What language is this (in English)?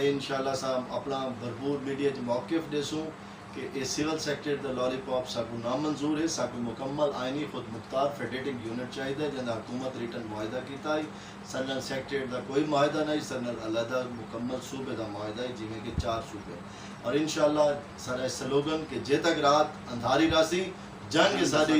Saraiki